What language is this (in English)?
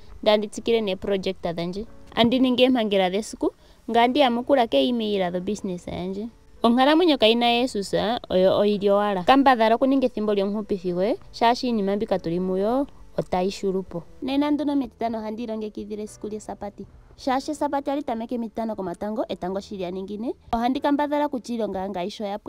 Ndonga